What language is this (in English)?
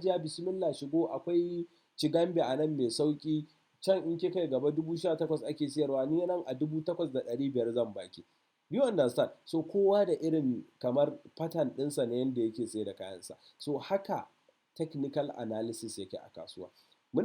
Hausa